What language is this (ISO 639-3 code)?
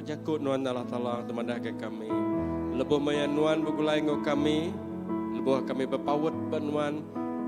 iba